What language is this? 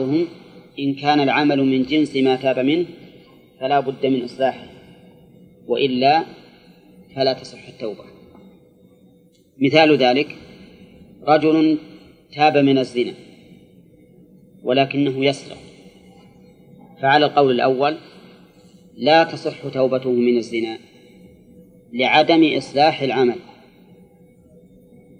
Arabic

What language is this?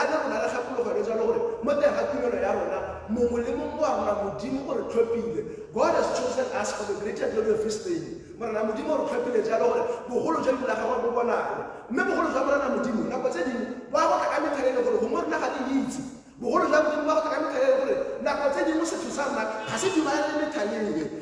Tswana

